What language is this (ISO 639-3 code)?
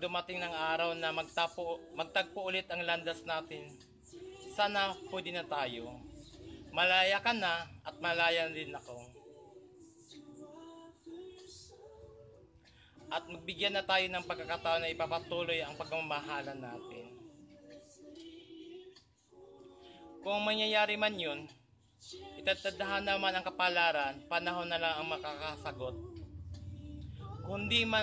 fil